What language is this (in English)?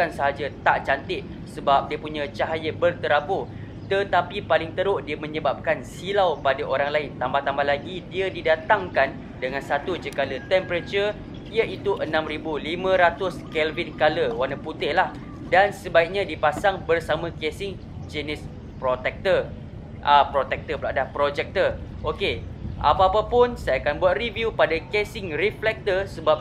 Malay